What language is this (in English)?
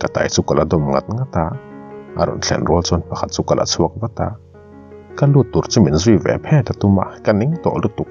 Mizo